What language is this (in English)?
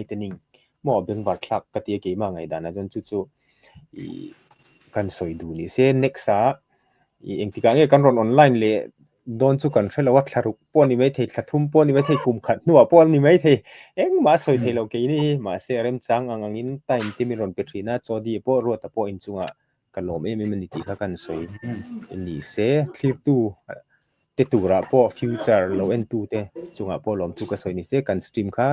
Mizo